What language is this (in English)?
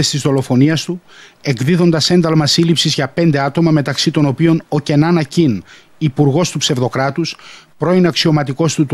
Greek